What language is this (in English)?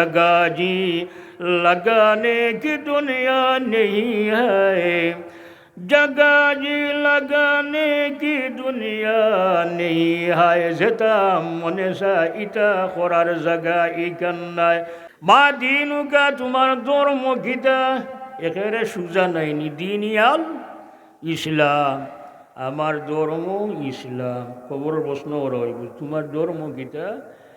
Sylheti